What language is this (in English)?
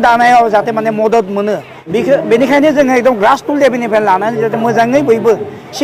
Bodo